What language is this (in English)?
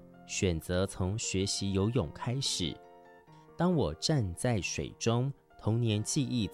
Chinese